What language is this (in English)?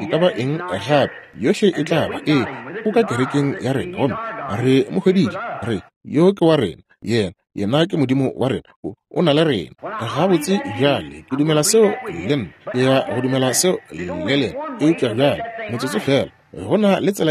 Northern Sotho